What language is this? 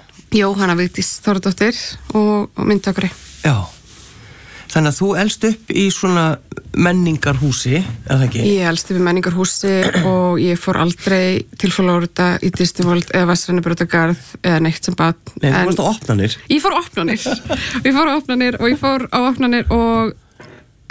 Icelandic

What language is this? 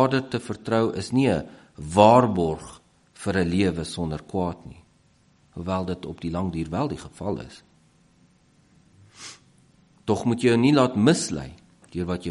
Afrikaans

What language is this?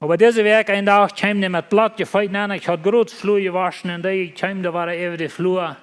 Plautdietsch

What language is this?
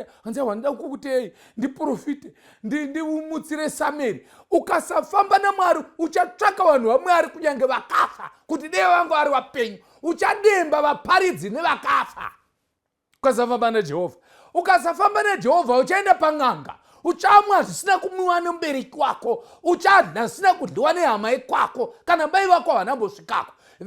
Shona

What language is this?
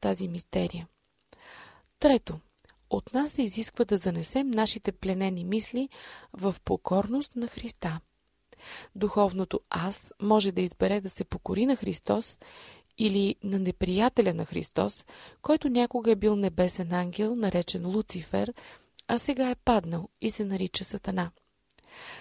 Bulgarian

